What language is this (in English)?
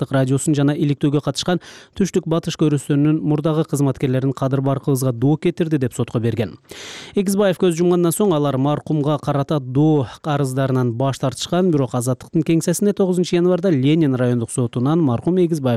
Kyrgyz